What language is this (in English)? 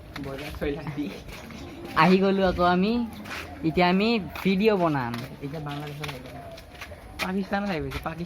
Assamese